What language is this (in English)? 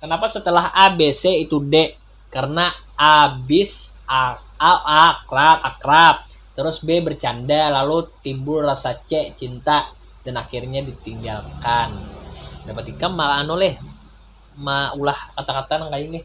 Banjar